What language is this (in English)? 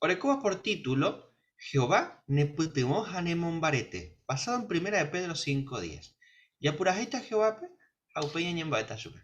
Guarani